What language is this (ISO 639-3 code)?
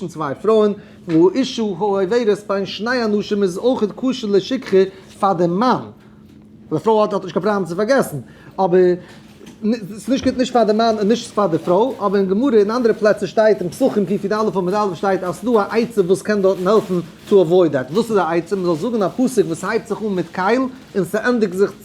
yid